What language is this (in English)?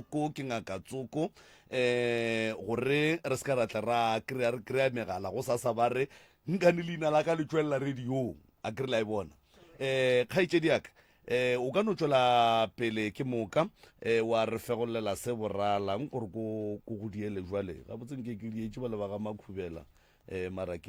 Northern Sotho